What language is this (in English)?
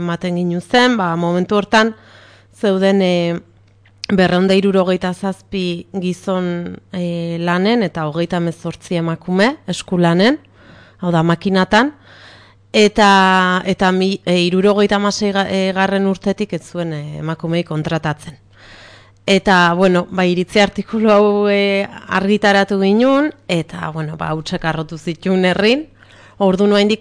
Basque